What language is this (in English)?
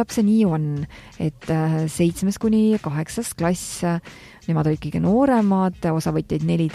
Estonian